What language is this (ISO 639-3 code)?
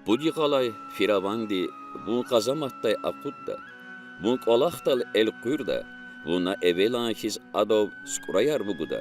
lez